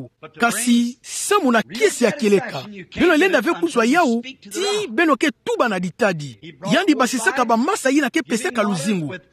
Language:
Kituba (Democratic Republic of Congo)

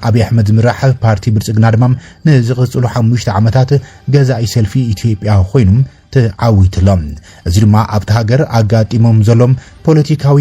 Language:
Tigrinya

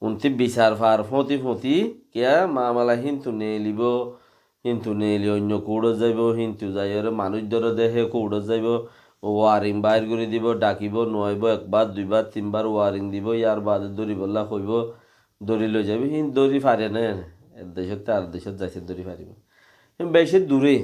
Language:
Rohingya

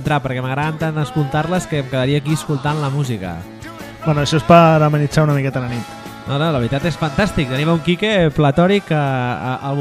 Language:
Catalan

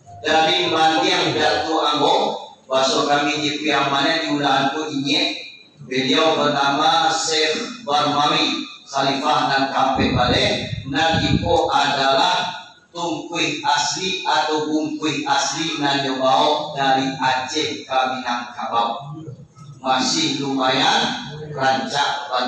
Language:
Minangkabau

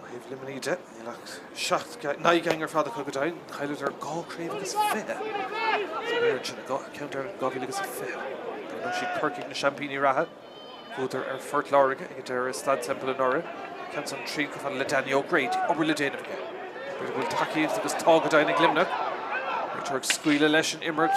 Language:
Irish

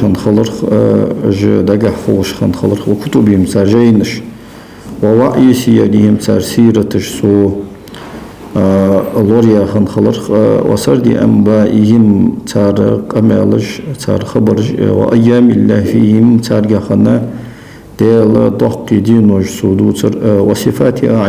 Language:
Ingush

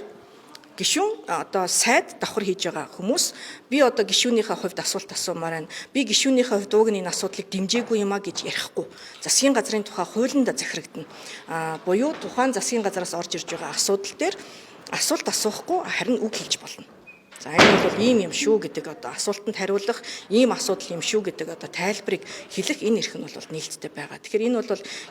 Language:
Mongolian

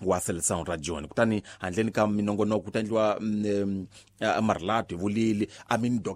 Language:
Tsonga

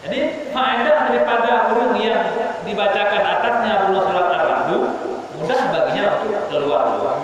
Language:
Achinese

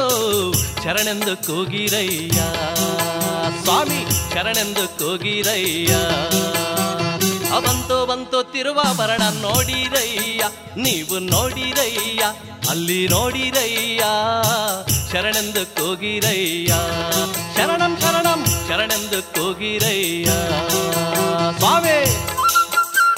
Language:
Kannada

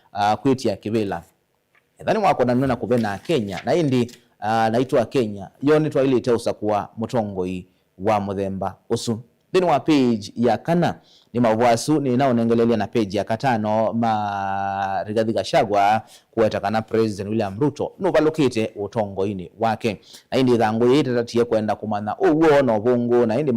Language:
Kamba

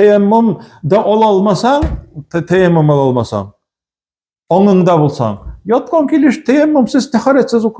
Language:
Tatar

